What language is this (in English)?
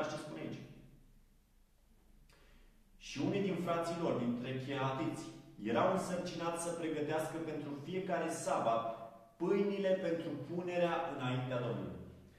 Romanian